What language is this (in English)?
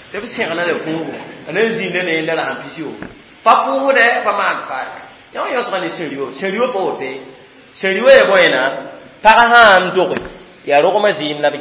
Mossi